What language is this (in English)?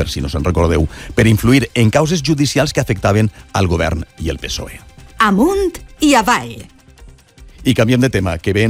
Catalan